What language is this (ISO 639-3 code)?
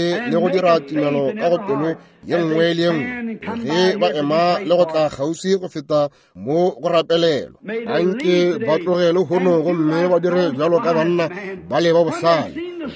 nso